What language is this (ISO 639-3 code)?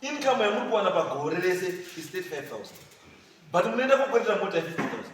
sna